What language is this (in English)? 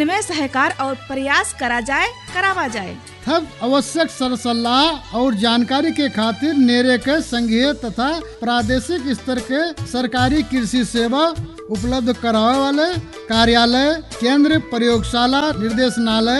Bhojpuri